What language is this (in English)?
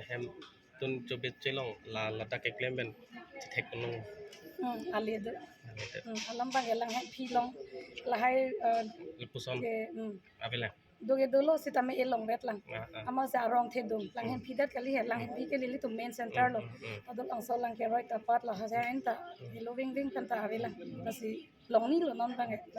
Karbi